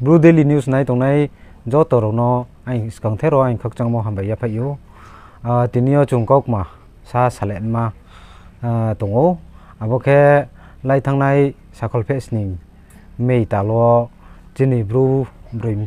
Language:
Riang (India)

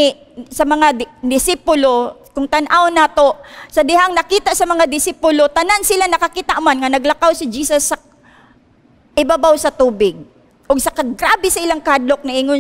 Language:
Cebuano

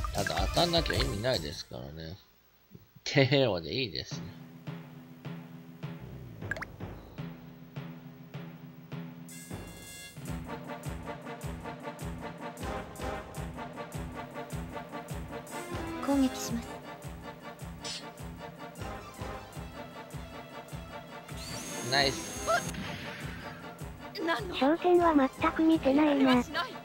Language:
Japanese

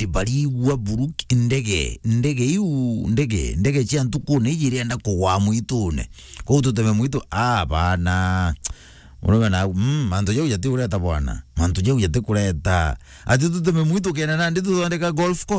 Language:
Meru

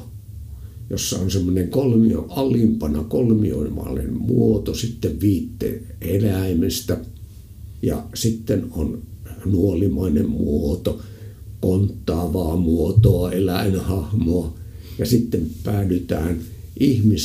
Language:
Finnish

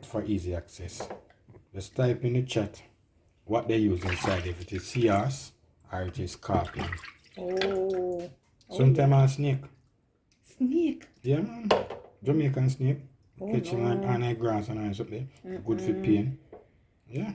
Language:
Jamaican Creole English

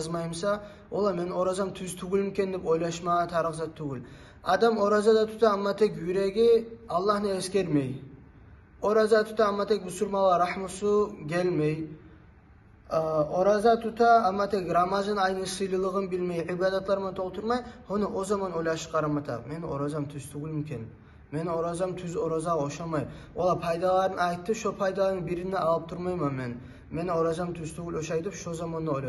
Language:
Kumyk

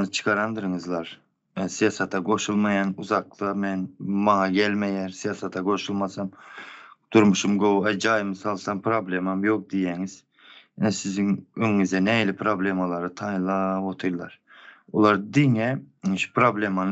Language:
Turkmen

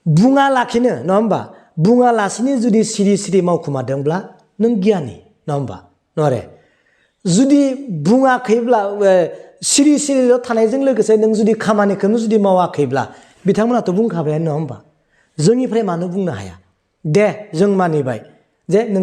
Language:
Bodo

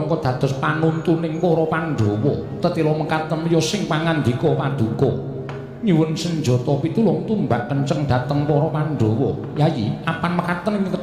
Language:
Javanese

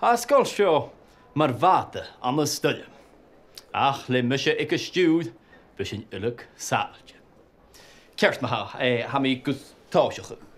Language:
Scottish Gaelic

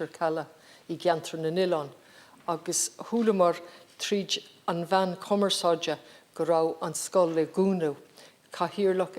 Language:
Irish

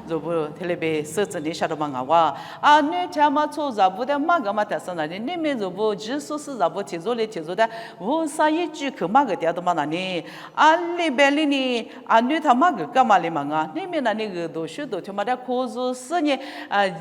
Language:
Lisu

